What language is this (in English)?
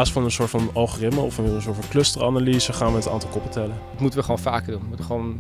Dutch